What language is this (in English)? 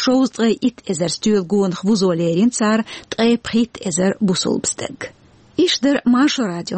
Chechen